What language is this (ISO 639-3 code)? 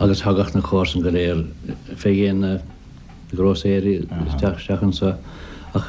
gle